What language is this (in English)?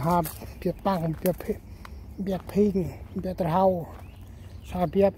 Central Mnong